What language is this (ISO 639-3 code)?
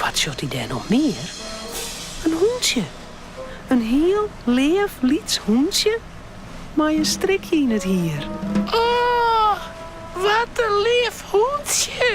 fry